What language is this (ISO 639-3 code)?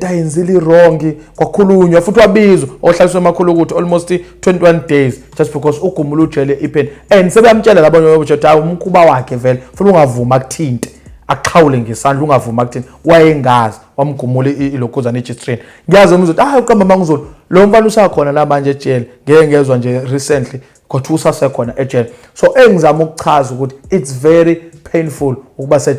zul